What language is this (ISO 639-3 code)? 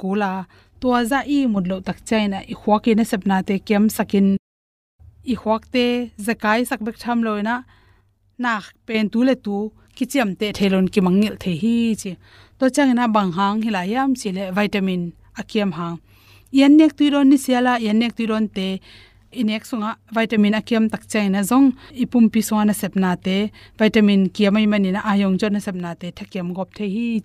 ctd